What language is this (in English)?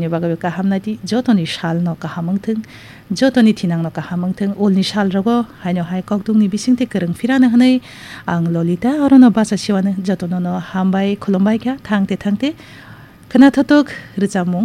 Kok Borok